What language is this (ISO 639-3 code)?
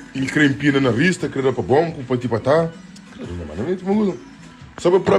kea